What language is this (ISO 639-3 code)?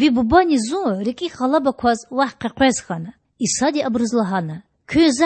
lez